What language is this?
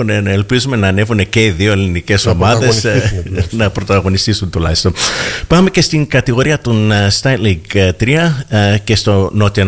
Greek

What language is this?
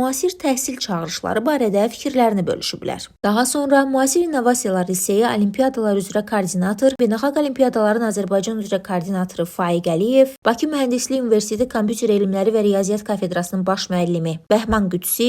Azerbaijani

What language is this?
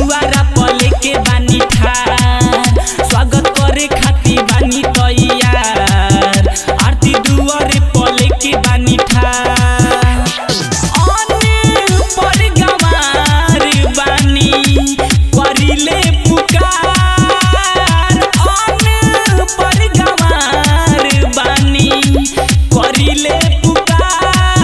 Bhojpuri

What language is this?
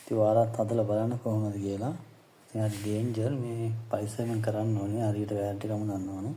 Sinhala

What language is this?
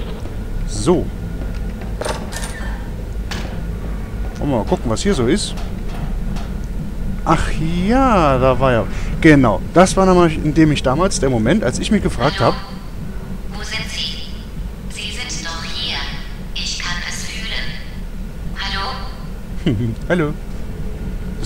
German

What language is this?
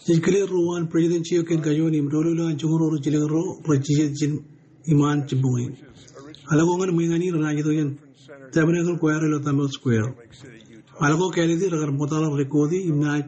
Marshallese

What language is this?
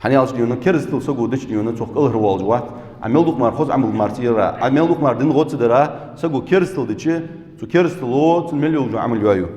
Ingush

